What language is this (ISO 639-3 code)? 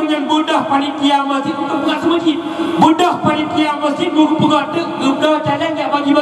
ace